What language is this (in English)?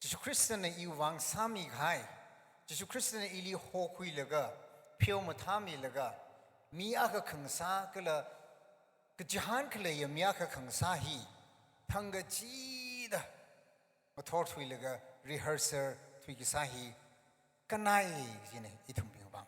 Tangkhul Naga (India)